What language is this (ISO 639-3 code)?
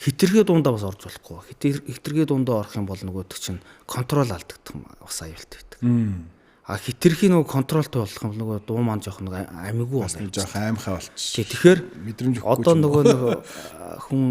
mon